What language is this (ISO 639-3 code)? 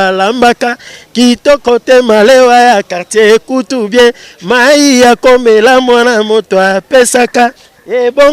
lin